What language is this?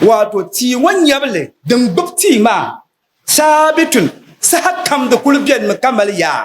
Dagbani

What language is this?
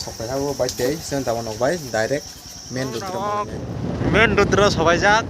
Kok Borok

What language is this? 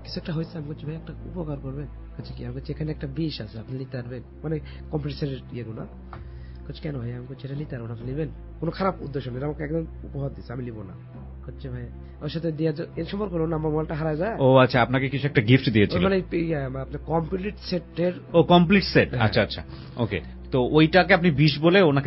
Bangla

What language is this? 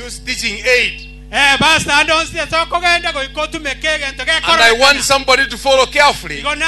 Gusii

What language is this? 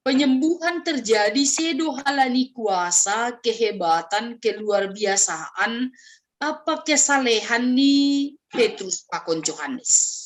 Batak Simalungun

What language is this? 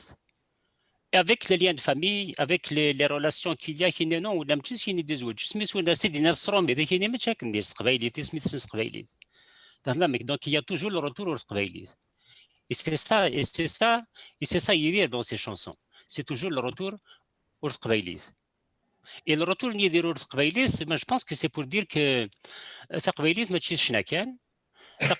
Kabyle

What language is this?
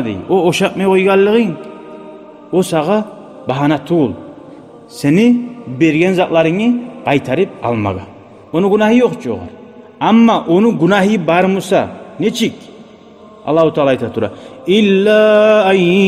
Kumyk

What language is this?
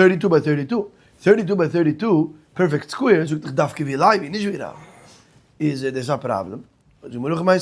Yiddish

